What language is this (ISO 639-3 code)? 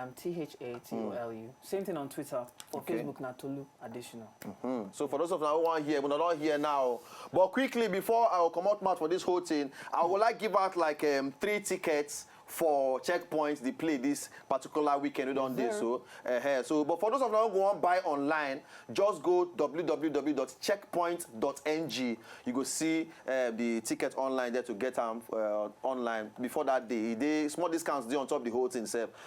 pcm